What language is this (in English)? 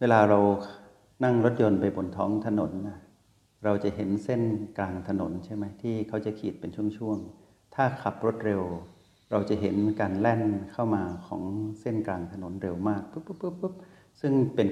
Thai